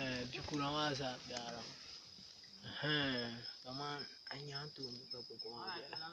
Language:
Dagbani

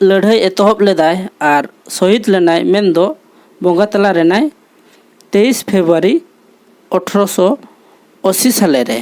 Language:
Santali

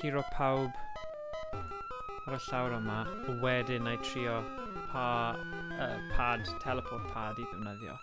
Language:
Welsh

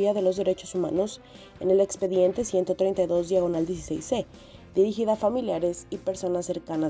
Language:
Spanish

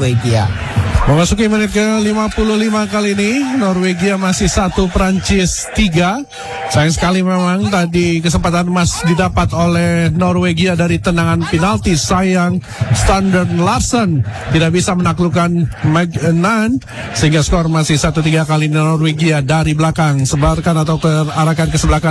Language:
Indonesian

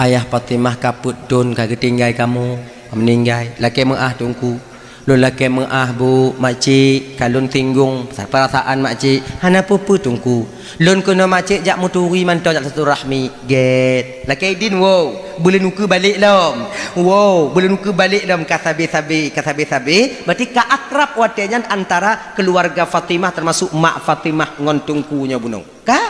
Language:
Achinese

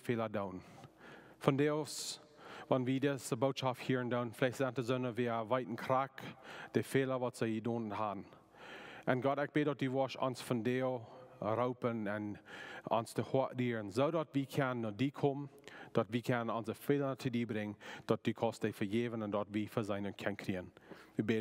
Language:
Plautdietsch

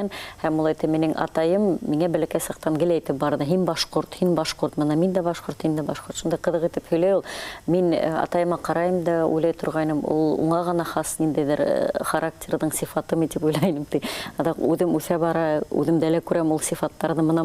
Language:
Bashkir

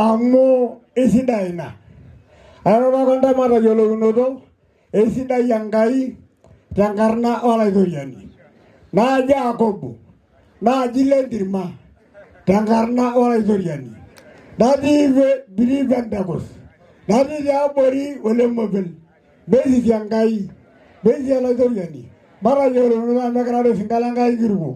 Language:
Masai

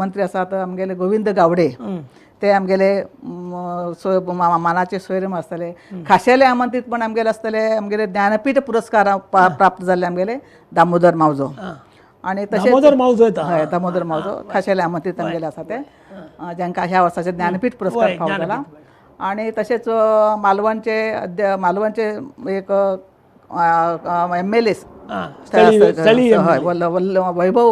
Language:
Konkani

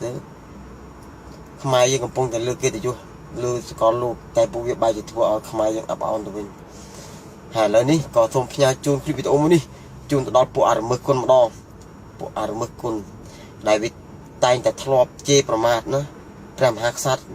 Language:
Khmer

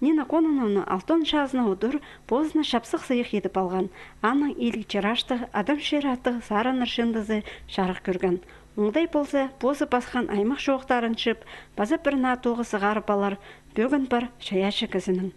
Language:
Khakas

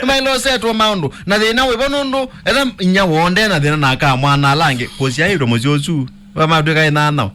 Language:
Kamba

